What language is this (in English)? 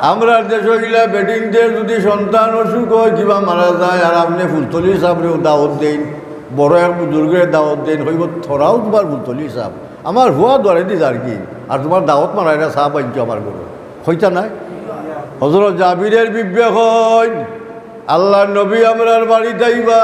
Sylheti